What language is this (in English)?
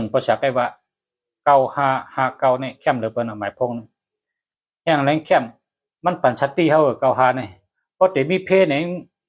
Shan